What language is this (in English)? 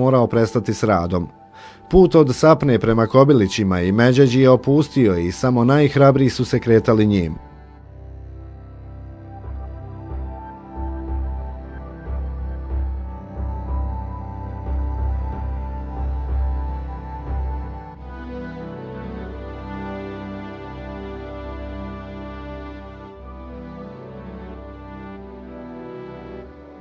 Bosnian